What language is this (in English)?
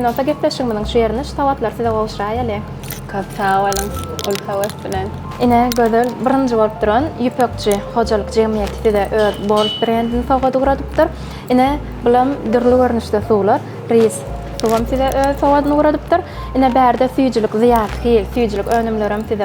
Turkmen